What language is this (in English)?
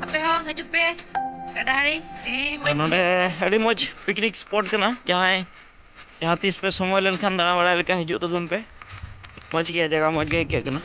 Santali